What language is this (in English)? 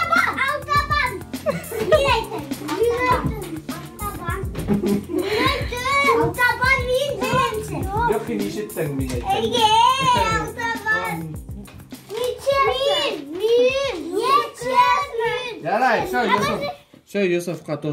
Bashkir